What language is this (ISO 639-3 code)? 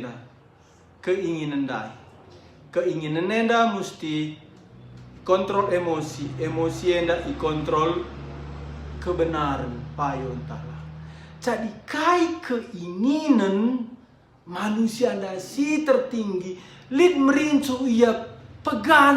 btx